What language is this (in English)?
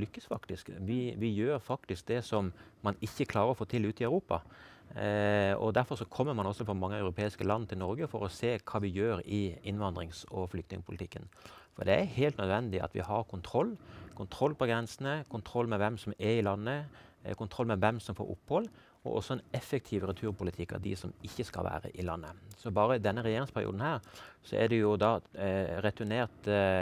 Norwegian